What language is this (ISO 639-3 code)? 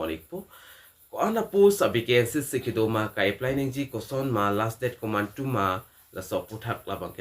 mjw